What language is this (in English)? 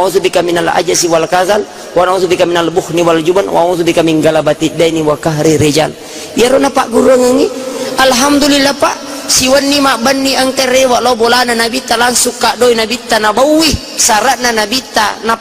Buginese